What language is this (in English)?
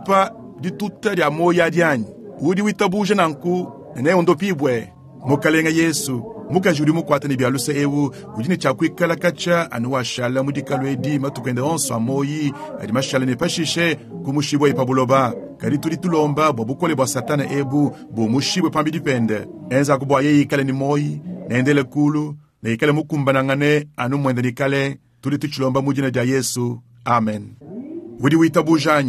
Luba-Lulua